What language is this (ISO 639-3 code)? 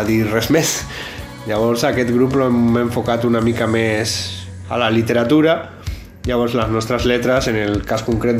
cat